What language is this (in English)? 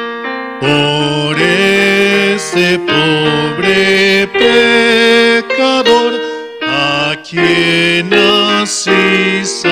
South Bolivian Quechua